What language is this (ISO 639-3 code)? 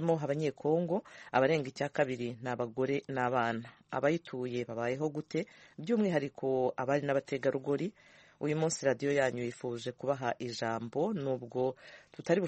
kin